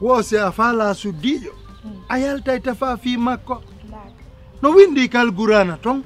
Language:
Pular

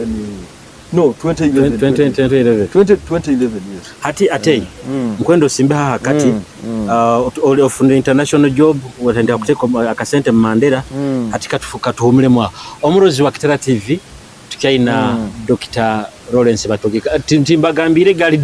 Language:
Nyoro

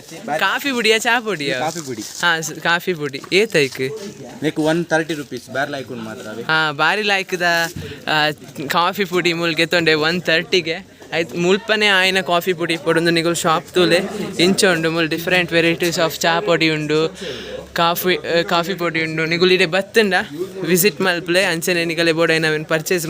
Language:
Tulu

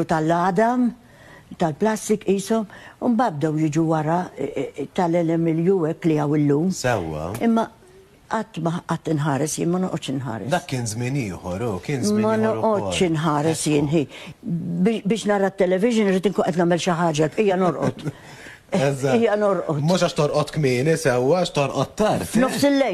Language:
Maltese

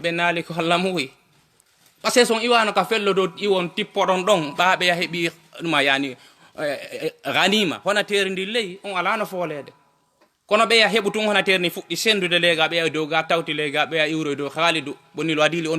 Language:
Fula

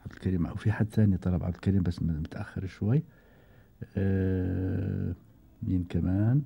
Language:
Gulf Arabic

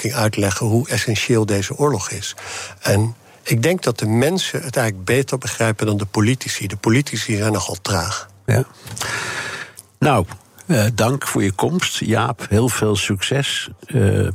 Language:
Dutch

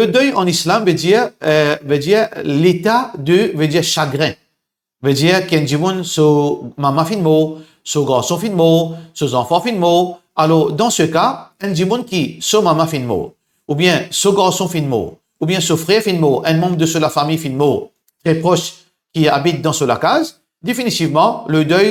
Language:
Morisyen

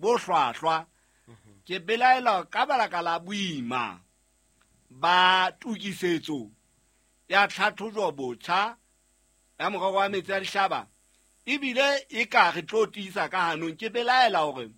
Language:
Southern Sotho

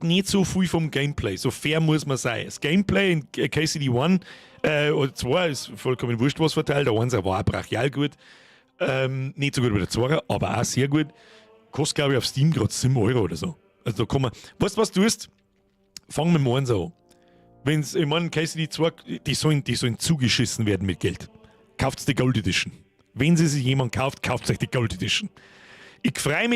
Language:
Bavarian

